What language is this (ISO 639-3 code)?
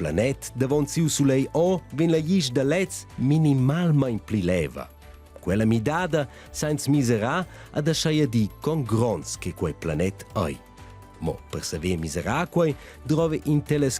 roh